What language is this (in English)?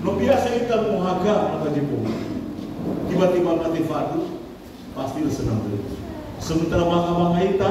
Nias